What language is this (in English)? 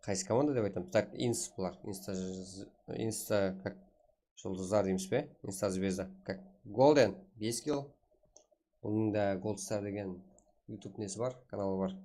Kara-Kalpak